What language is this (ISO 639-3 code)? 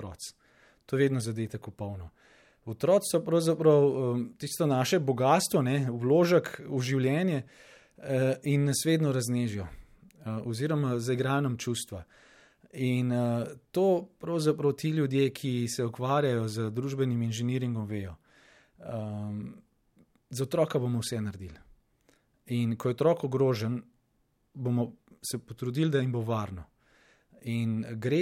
slv